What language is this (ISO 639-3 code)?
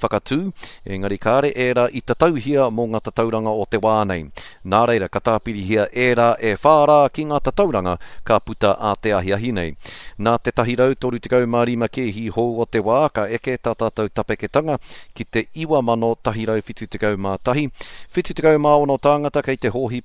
mri